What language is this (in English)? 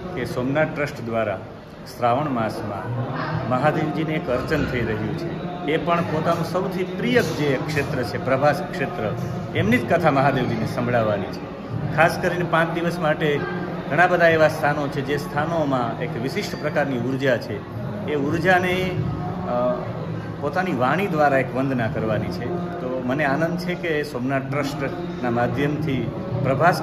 Gujarati